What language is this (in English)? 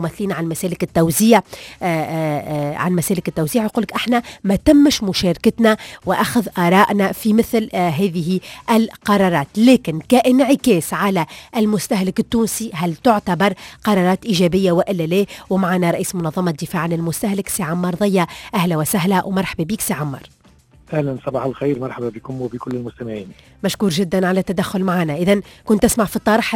Tunisian Arabic